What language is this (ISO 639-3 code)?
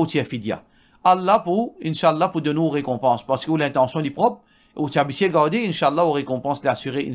mfe